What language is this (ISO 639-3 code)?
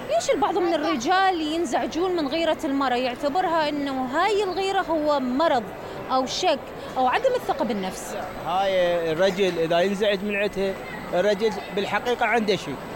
acm